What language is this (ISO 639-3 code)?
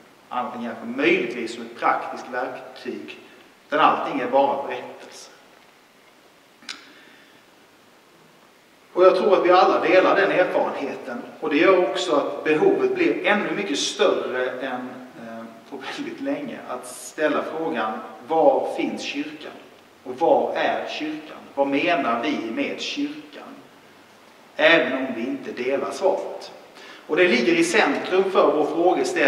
swe